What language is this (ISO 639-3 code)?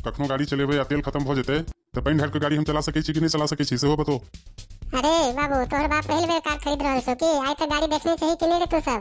mai